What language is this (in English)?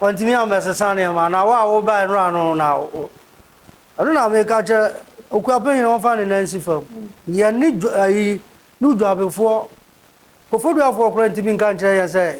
Akan